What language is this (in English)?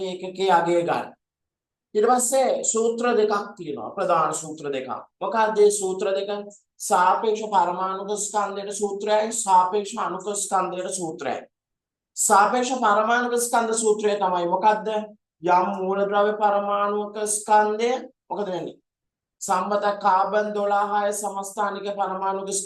Sinhala